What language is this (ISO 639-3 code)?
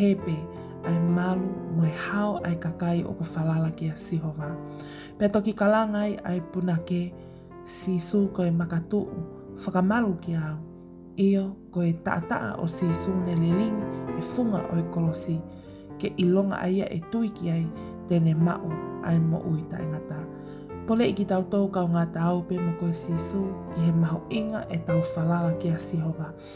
ton